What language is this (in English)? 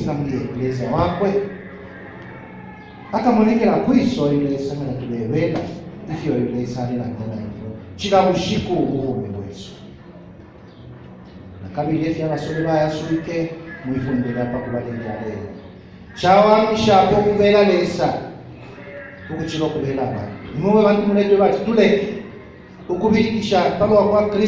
Bemba